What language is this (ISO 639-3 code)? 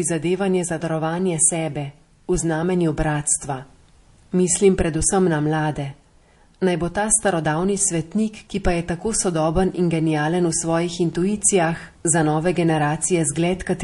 slv